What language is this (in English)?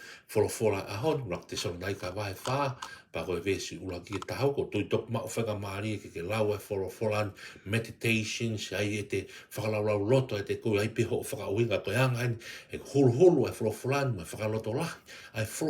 Tongan